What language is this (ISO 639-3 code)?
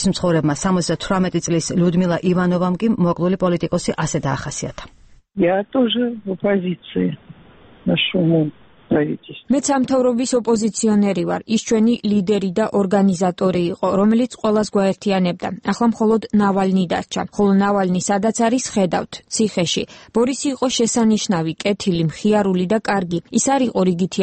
kat